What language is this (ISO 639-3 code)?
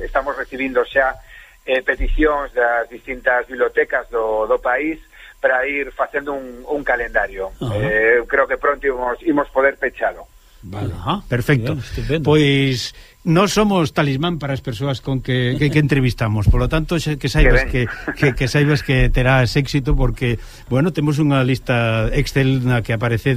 glg